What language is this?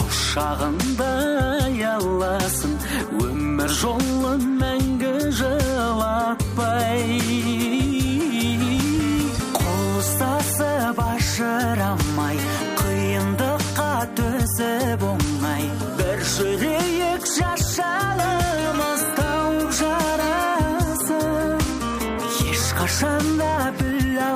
Kazakh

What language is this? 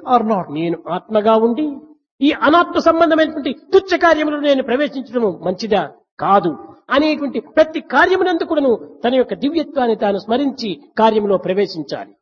Telugu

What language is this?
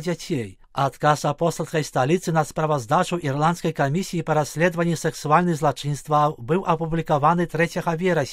Belarusian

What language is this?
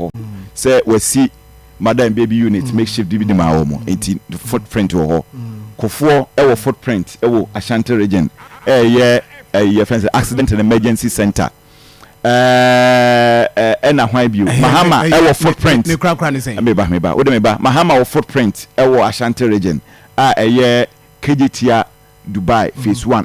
Akan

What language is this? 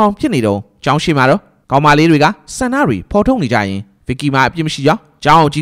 Burmese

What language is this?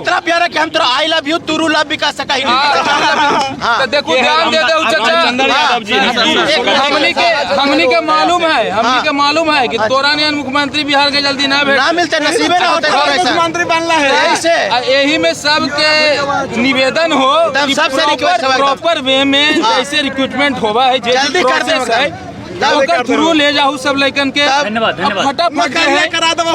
Magahi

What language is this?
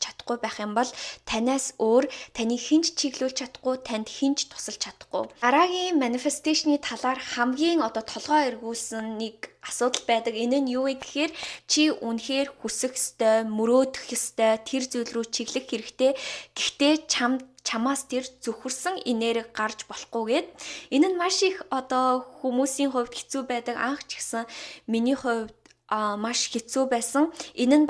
Mongolian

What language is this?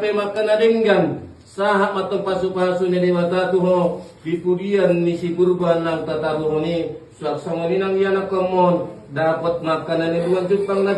Batak Toba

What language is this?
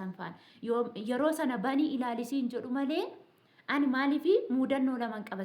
Oromo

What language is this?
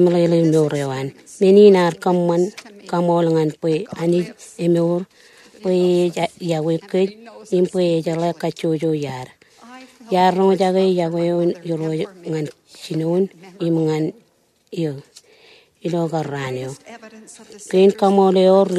Marshallese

